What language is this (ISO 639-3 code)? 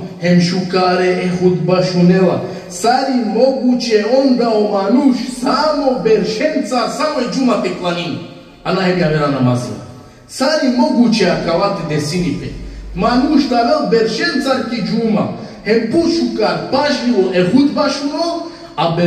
rmn